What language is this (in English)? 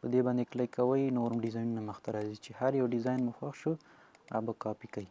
Pashto